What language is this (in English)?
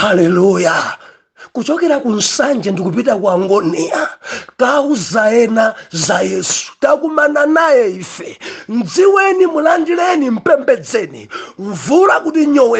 Nyanja